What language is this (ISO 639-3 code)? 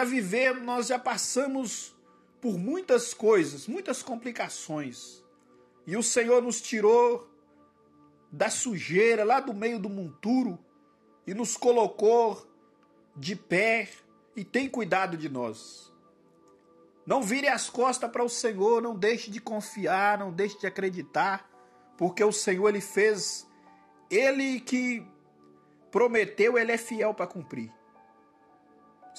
por